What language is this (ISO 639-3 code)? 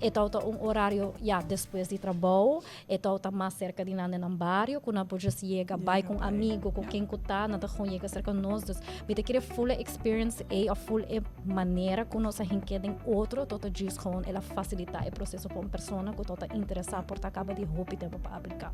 pap